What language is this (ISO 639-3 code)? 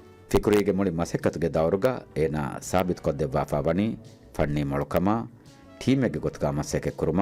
div